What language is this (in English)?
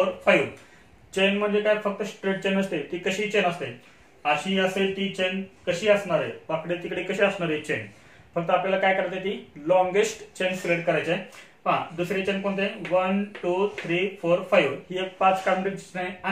Marathi